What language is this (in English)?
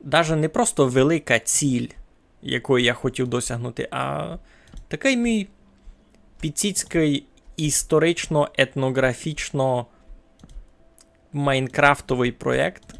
Rusyn